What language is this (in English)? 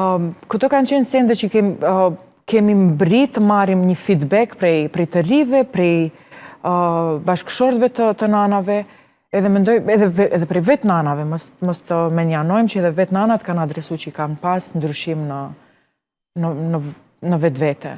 Albanian